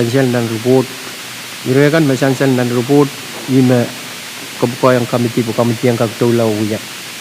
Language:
Pohnpeian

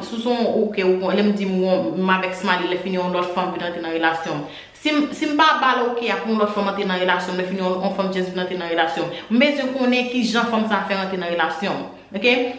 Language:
Haitian Creole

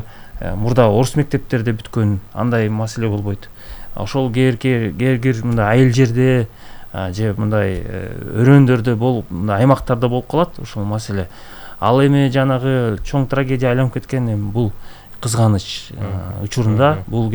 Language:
Kyrgyz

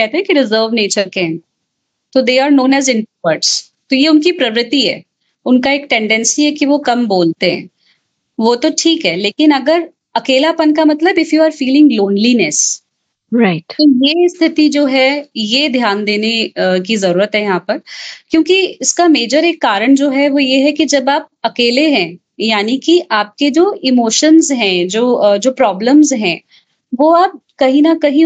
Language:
Hindi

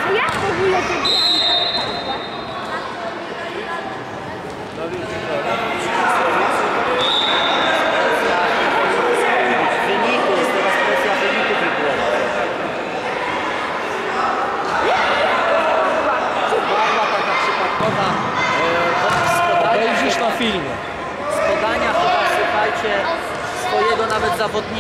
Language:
Polish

